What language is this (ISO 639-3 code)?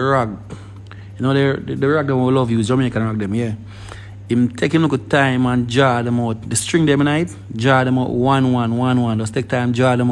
jam